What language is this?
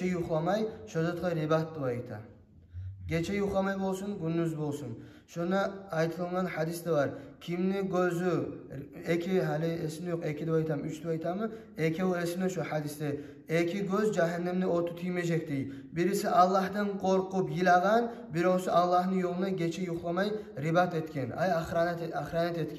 Kumyk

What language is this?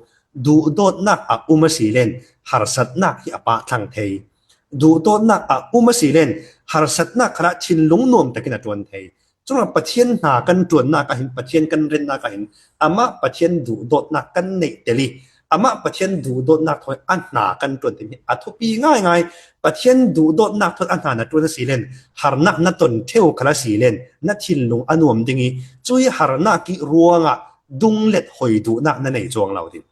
Falam Chin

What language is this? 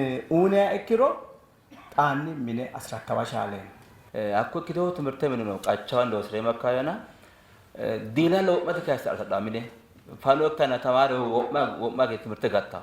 Sidamo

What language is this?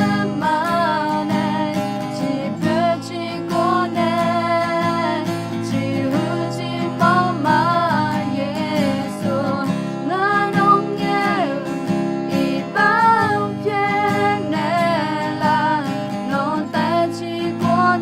Akha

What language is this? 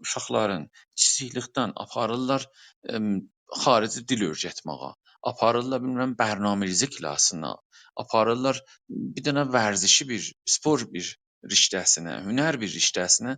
South Azerbaijani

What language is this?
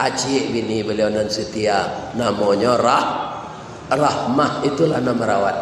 Minangkabau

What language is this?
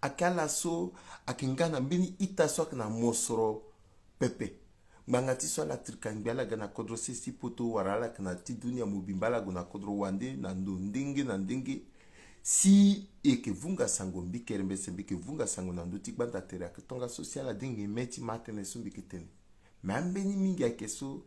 Sango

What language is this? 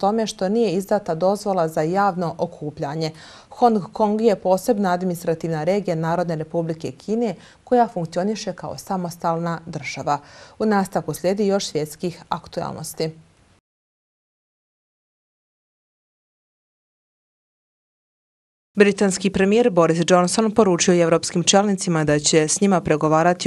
Bosnian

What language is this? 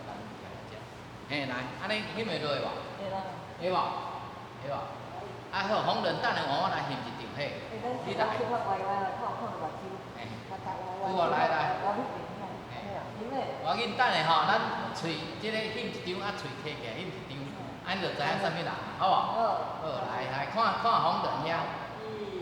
Min Nan Chinese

